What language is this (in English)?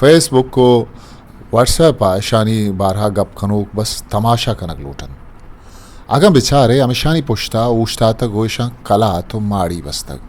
Eastern Balochi